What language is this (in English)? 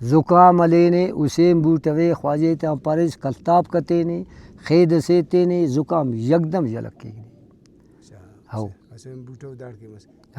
Brahui